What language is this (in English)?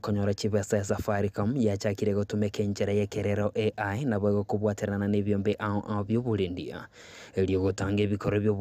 Gusii